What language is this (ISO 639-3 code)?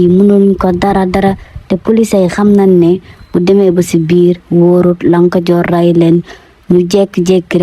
wol